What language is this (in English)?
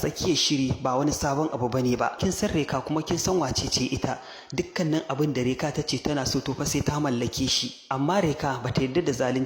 Hausa